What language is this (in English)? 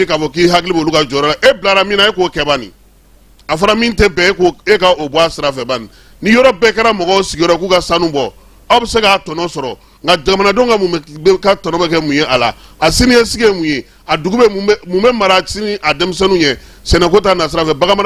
Bambara